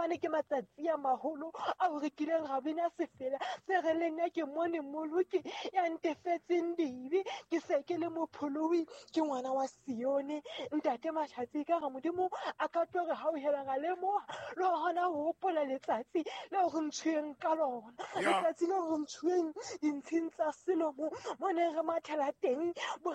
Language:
Southern Sotho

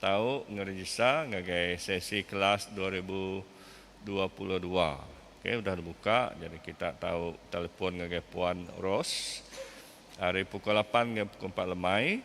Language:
Iban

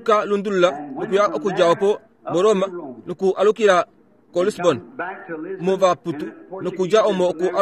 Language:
Kuanyama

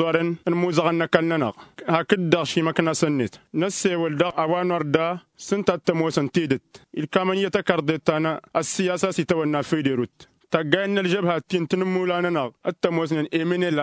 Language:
Tamasheq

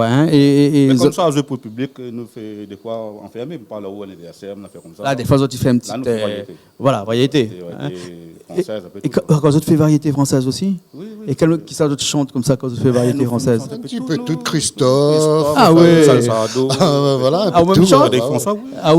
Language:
Réunion Creole French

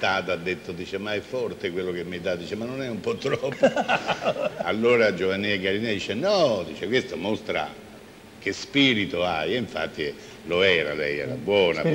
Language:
Italian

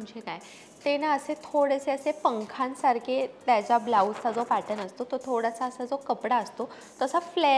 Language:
Marathi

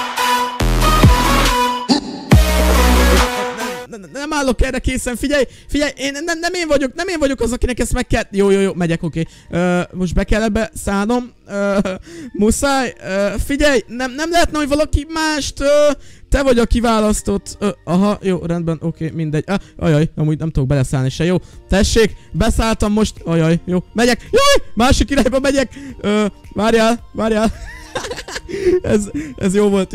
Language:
Hungarian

